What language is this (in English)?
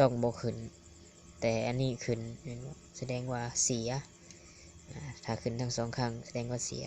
Lao